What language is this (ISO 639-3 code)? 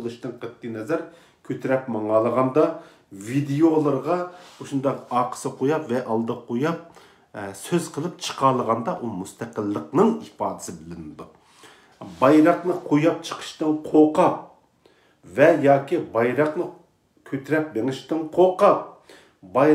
uig